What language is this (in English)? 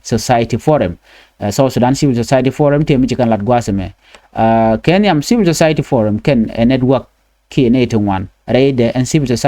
Nuer